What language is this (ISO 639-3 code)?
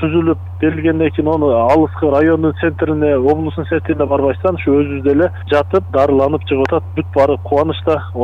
kir